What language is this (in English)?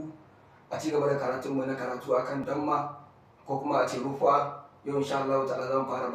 Hausa